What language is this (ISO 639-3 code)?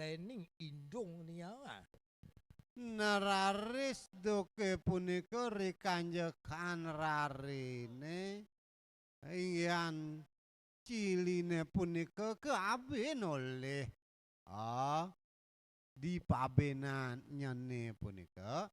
ban